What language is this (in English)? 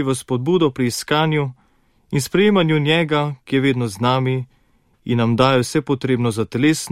Slovenian